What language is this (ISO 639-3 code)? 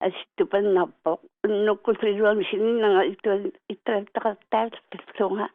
kal